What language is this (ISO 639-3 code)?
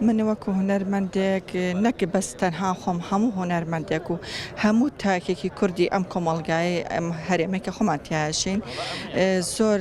ckb